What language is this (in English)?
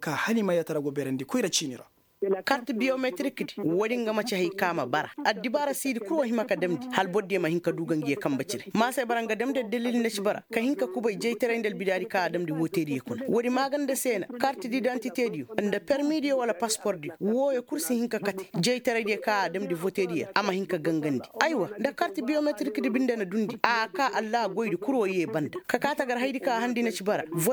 Koyraboro Senni